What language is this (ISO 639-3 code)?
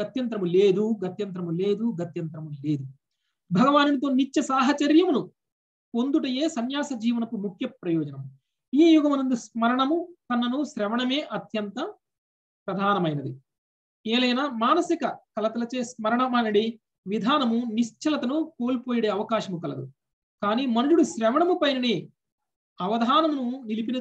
tel